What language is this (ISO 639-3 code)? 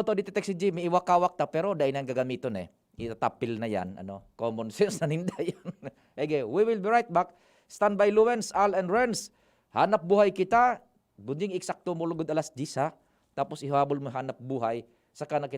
bik